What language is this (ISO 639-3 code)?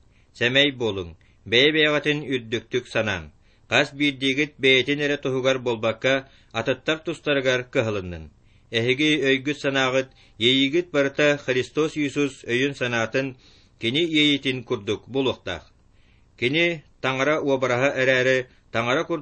sah